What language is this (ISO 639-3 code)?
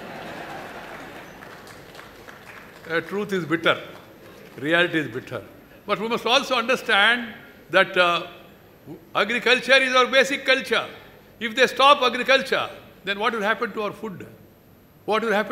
eng